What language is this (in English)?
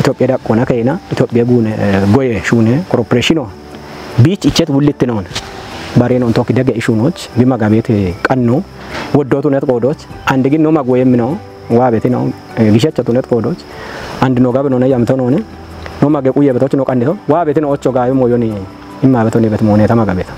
Kafa